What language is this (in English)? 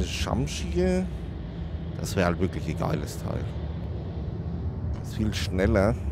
German